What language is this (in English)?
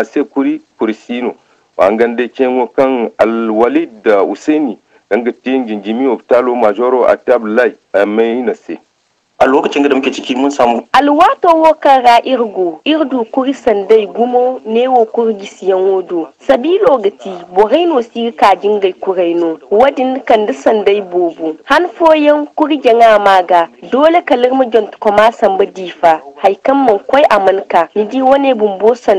Zarma